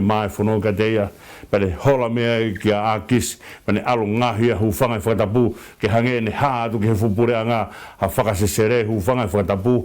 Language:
Tongan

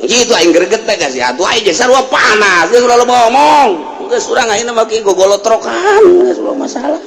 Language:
Sundanese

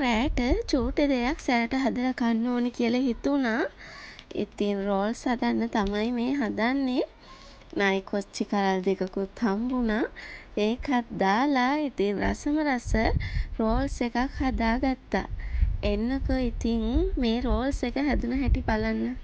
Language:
Sinhala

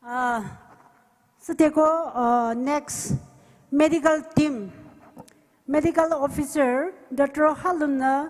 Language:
Poumei Naga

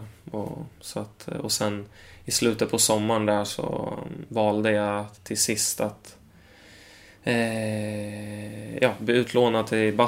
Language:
Swedish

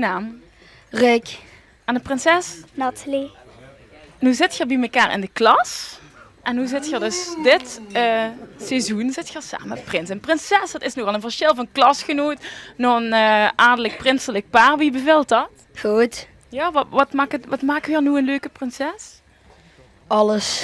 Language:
Limburgish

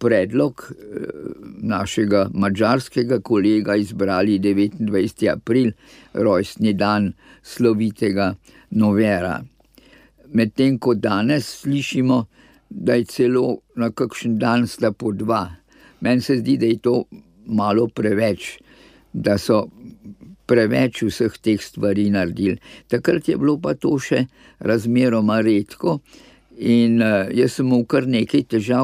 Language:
Slovenian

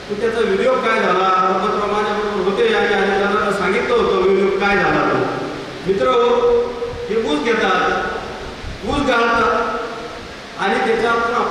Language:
Marathi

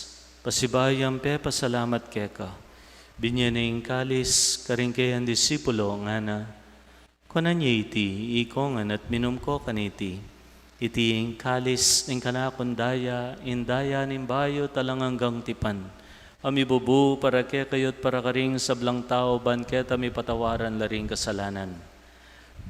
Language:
Pampanga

